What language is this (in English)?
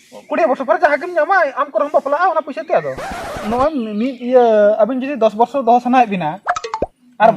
Santali